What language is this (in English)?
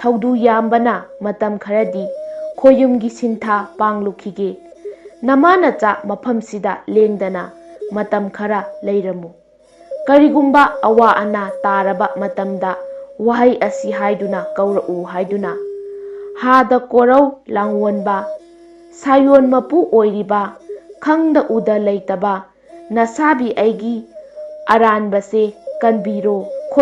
Manipuri